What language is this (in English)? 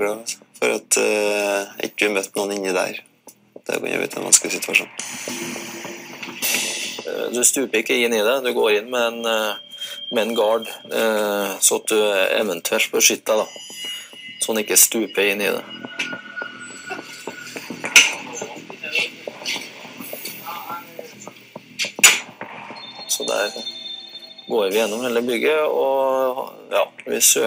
Norwegian